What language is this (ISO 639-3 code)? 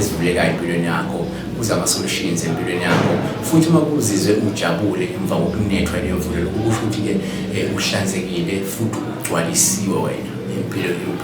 zul